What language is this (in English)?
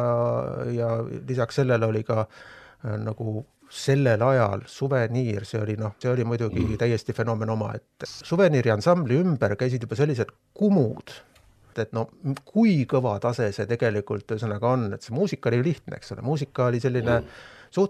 Estonian